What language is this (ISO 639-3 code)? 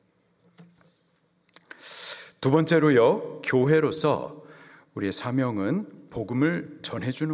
kor